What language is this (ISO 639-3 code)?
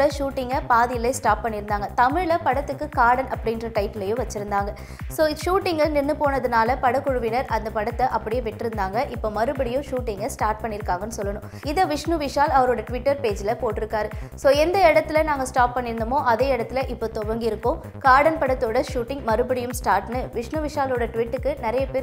tam